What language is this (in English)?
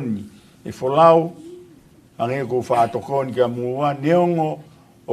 Tongan